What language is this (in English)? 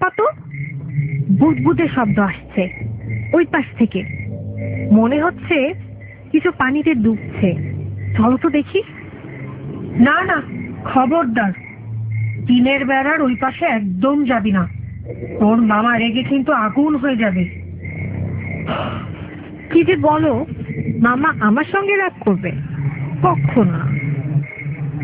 Bangla